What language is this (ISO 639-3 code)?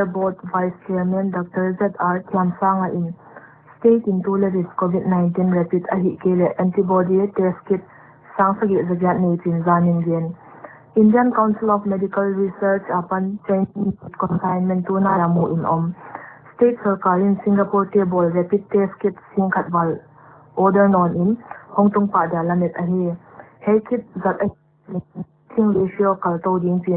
pck